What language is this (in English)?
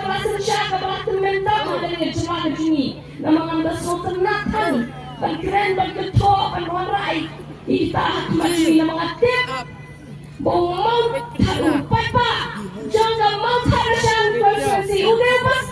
Khasi